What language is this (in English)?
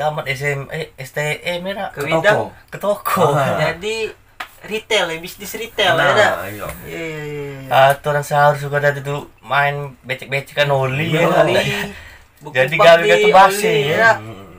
Musi